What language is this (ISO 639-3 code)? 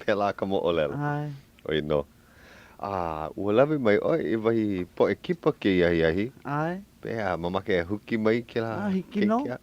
haw